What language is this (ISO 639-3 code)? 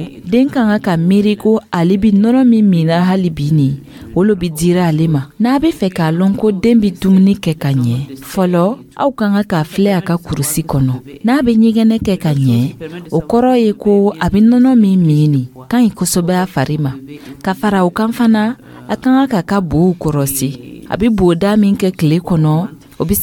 dyu